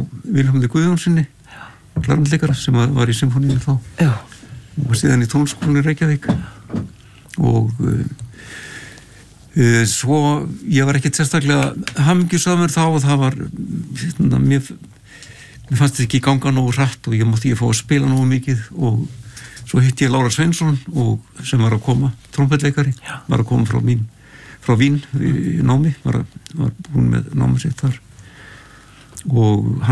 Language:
Icelandic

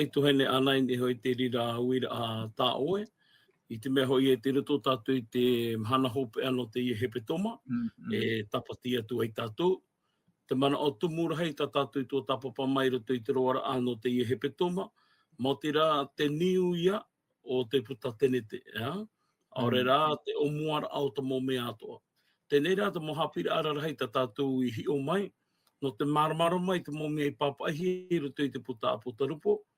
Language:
Tahitian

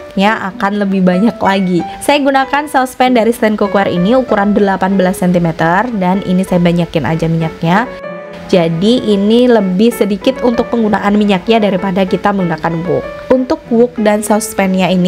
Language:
Indonesian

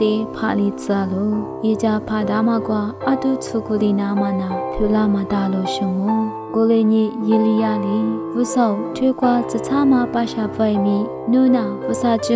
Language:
Lisu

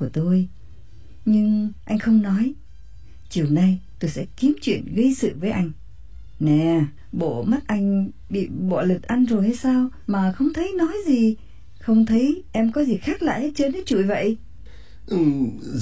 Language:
Vietnamese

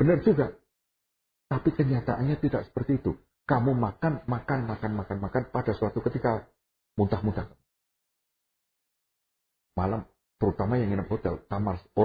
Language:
Indonesian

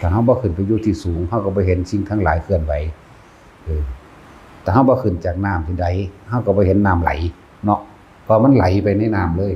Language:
Northeastern Thai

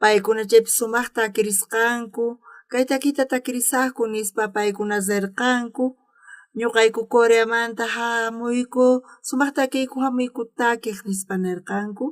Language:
South Bolivian Quechua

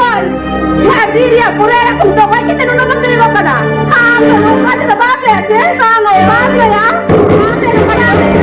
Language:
Santali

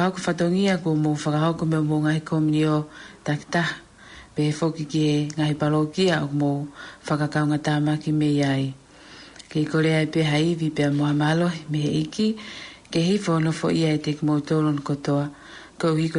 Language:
Tongan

